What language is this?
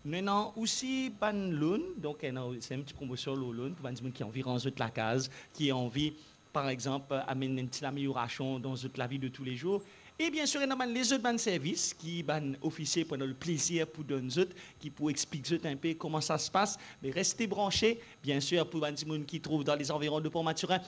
Morisyen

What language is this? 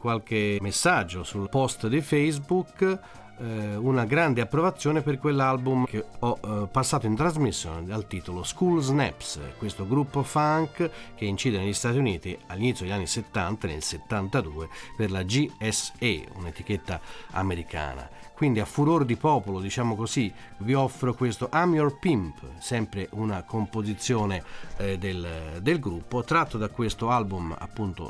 Italian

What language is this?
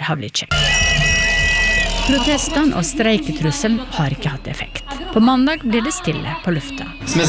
Norwegian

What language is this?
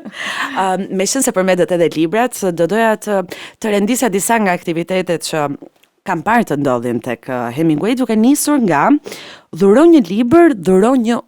Albanian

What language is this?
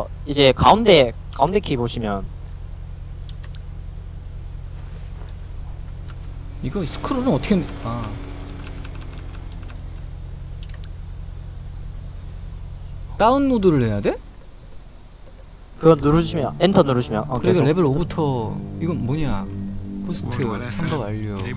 Korean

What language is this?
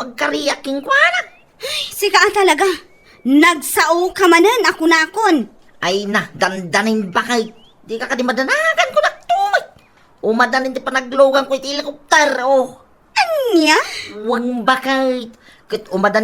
Iloko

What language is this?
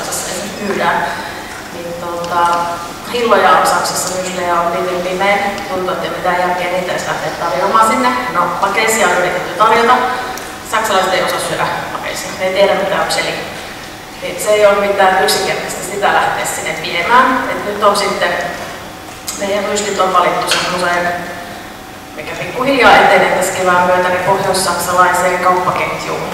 Finnish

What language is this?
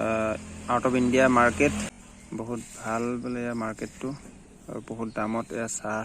Assamese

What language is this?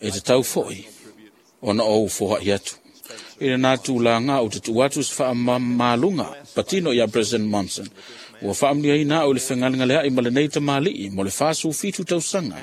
Samoan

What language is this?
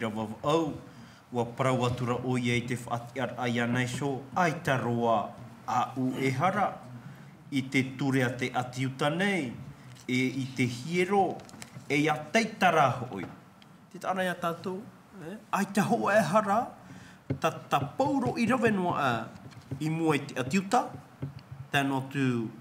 Tahitian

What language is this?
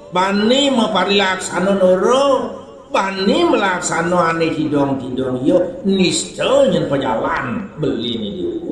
Balinese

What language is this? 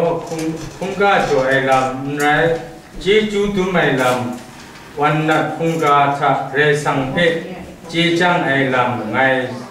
Kachin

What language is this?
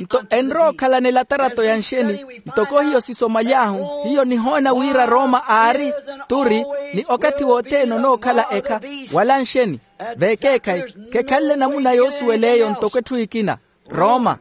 Makhuwa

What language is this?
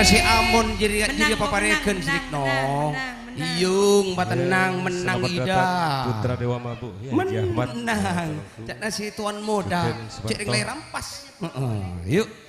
Madurese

